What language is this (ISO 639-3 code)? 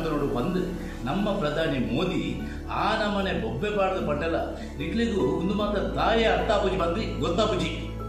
tcy